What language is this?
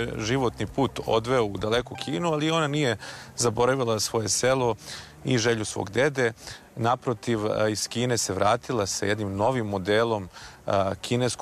Serbian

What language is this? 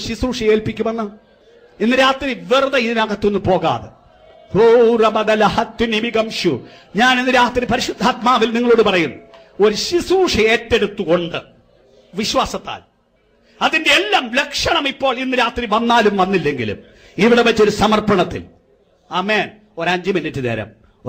Malayalam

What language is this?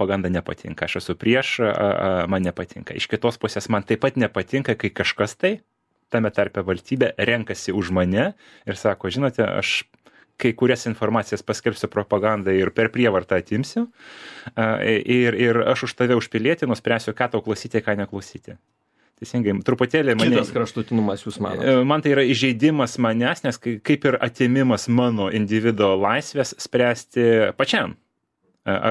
Lithuanian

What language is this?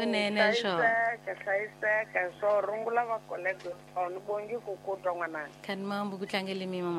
Tsonga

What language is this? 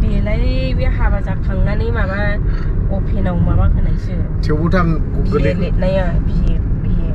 Bodo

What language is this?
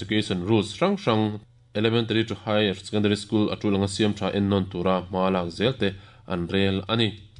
Mizo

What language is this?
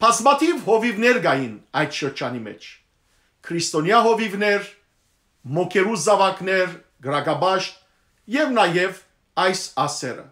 Western Armenian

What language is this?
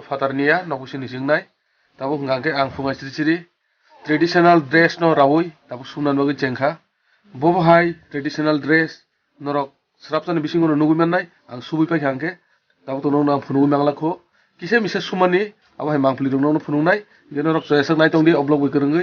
Kok Borok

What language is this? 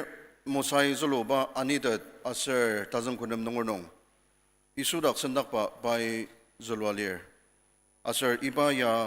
Ao Naga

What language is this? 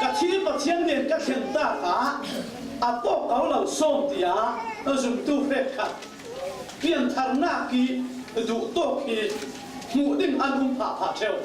Falam Chin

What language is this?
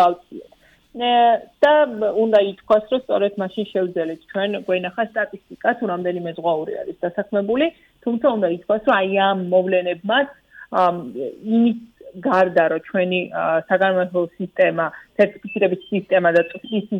Georgian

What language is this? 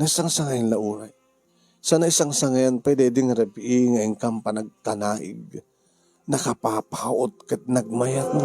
Iloko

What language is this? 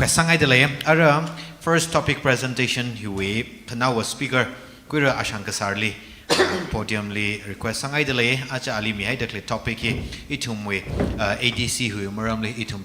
Tangkhul Naga (India)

